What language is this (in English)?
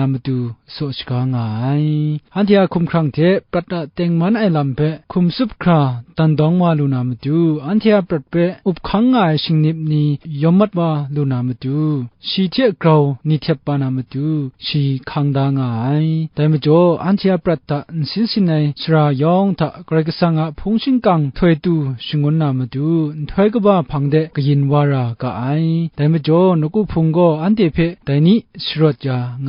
Kachin